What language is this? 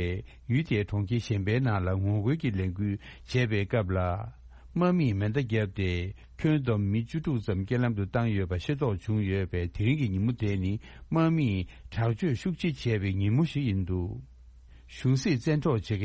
Tibetan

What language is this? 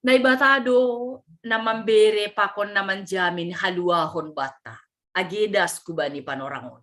Batak Simalungun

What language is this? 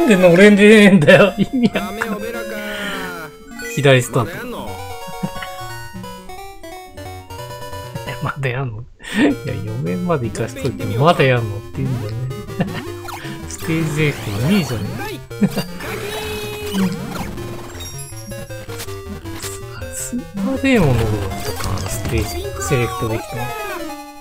Japanese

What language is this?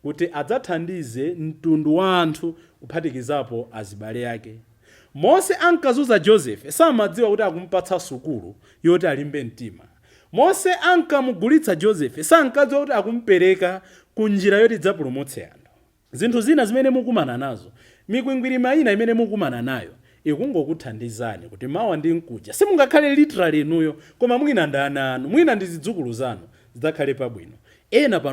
Nyanja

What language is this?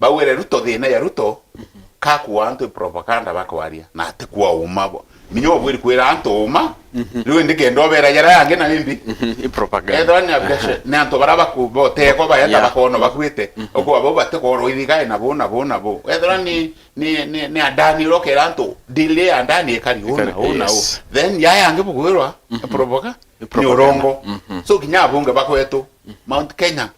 Meru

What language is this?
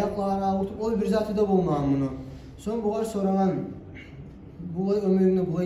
Kumyk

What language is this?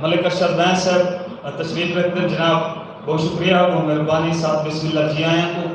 Saraiki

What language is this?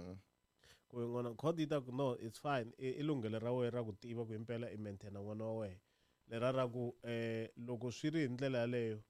Tsonga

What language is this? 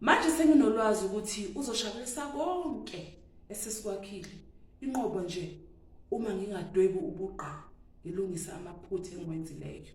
Zulu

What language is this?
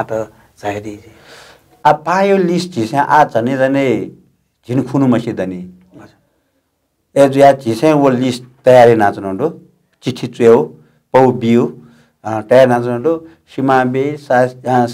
Newari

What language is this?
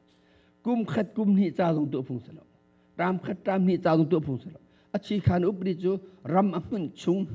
Hakha Chin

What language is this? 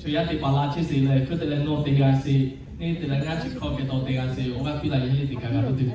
Lahu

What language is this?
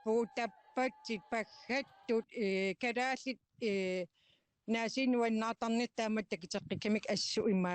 Kalaallisut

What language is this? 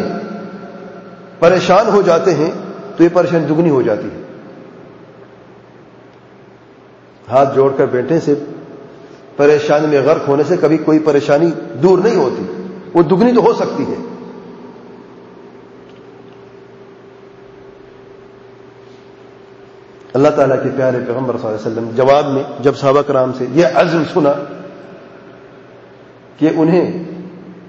Urdu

